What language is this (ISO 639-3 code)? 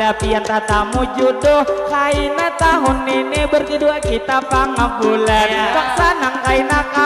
bjn